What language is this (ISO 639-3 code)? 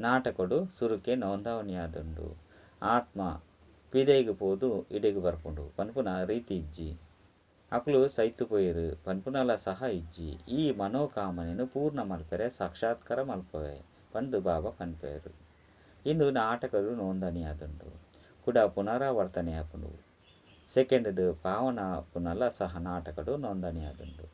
tcy